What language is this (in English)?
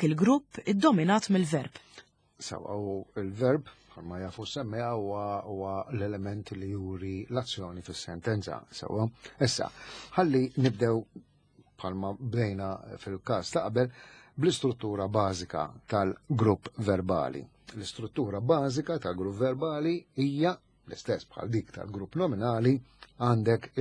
Maltese